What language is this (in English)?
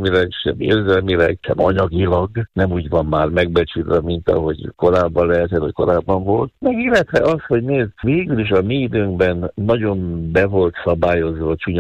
Hungarian